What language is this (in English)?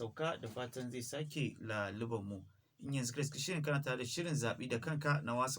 Hausa